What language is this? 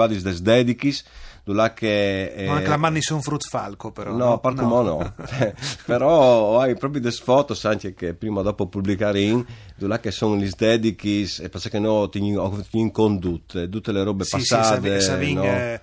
Friulian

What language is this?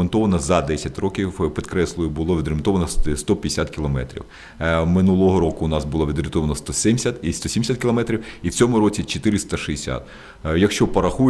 Ukrainian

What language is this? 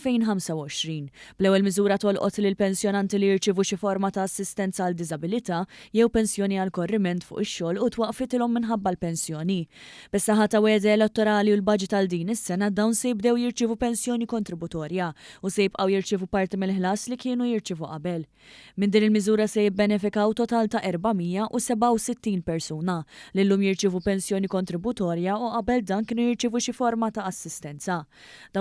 Maltese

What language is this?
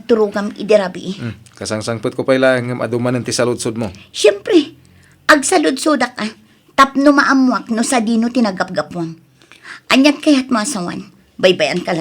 Iloko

